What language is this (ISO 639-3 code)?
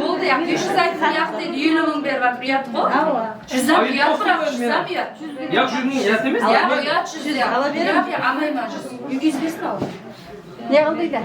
kaa